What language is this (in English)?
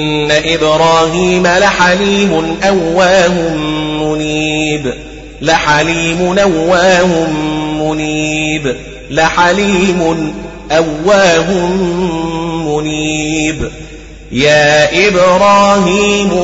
Arabic